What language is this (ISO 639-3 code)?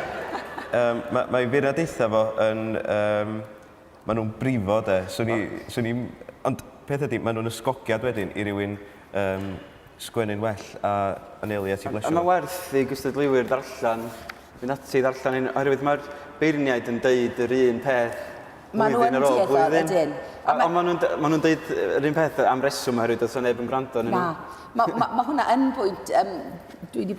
cym